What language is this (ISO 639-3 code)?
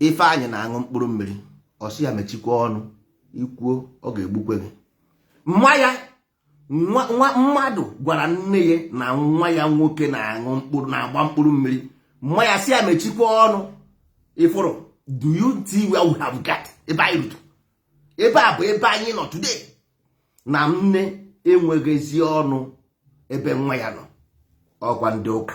ibo